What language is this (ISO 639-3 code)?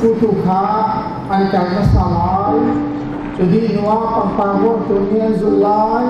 cnh